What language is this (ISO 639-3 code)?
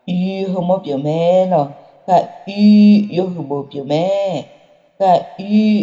ahk